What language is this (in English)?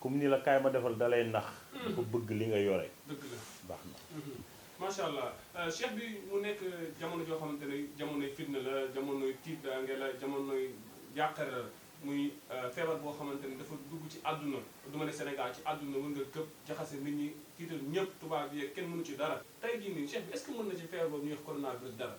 Wolof